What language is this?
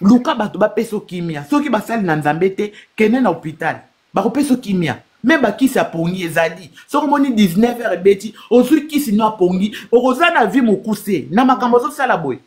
Lingala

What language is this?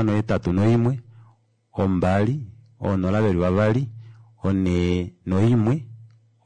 Kuanyama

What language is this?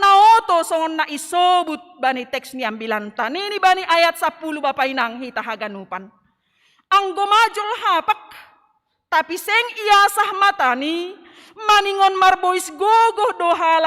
Batak Simalungun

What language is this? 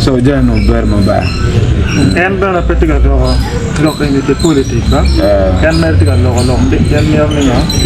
Acoli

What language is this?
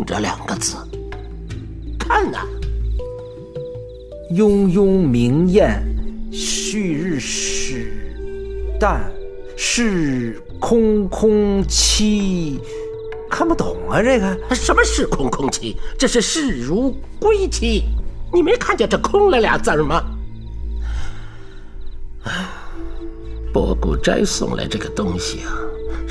Chinese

